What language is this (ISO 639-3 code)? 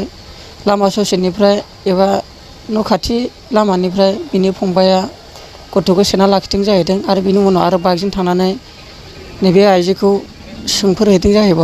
brx